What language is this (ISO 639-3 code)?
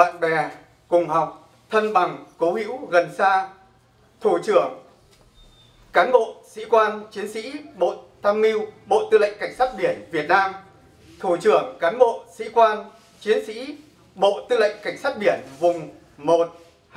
vie